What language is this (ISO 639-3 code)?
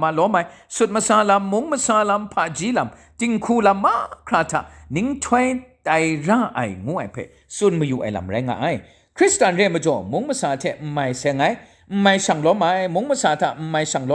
kac